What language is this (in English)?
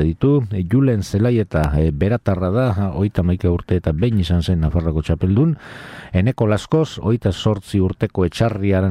Basque